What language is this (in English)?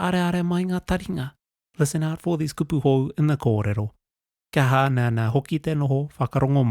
Māori